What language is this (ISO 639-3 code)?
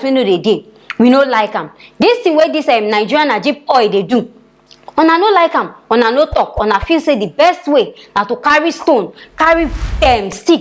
pcm